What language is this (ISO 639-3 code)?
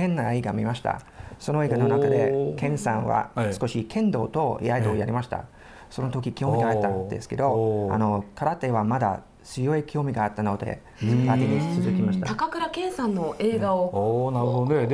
jpn